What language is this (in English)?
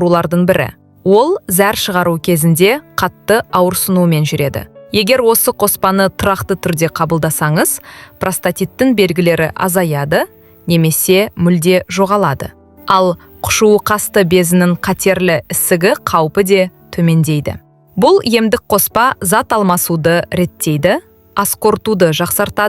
Kazakh